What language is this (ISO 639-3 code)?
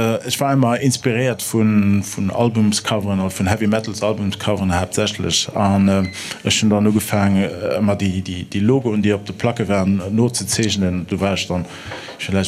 ltz